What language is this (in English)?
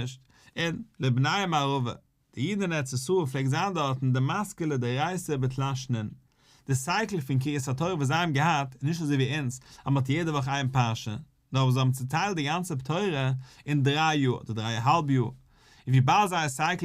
Yiddish